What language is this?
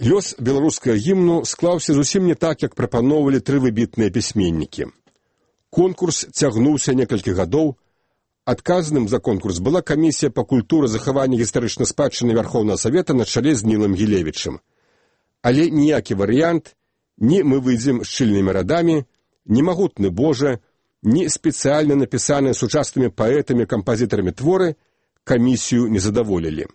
Belarusian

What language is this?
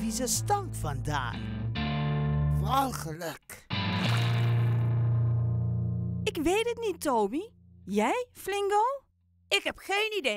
Dutch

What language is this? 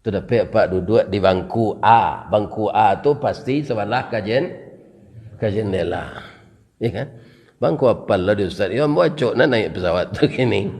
Minangkabau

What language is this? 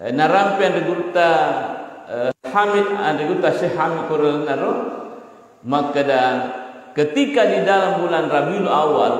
Buginese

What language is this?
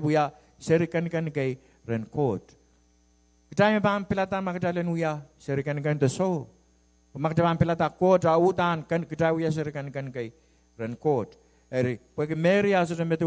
Pohnpeian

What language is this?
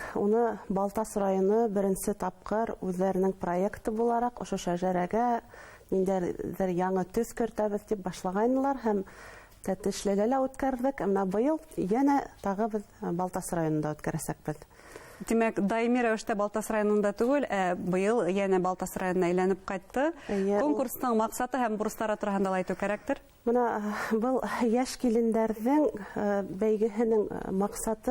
Bashkir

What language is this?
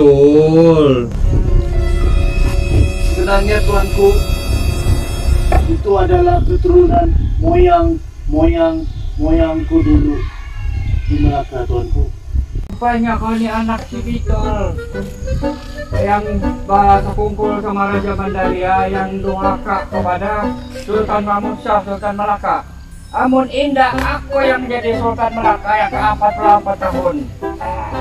Malay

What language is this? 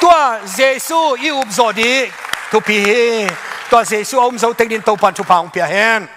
Tedim Chin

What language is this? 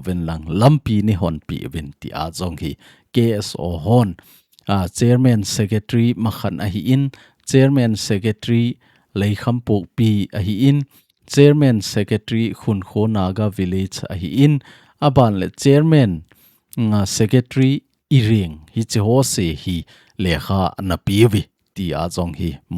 Thado Chin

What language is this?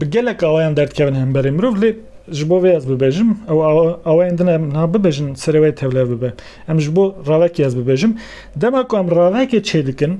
Kurdish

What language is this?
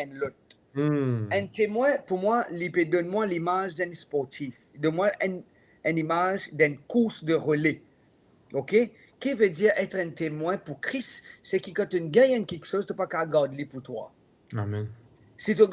Morisyen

